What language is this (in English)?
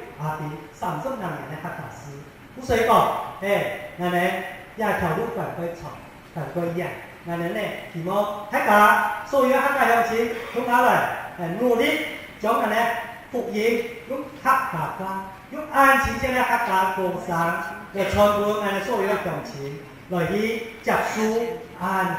Hakka Chinese